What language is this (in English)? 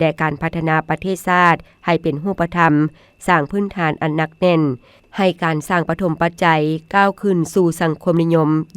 Lao